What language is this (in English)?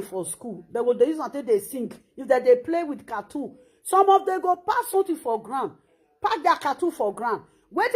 Nigerian Pidgin